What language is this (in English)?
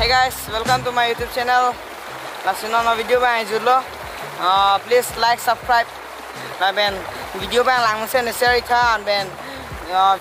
Karbi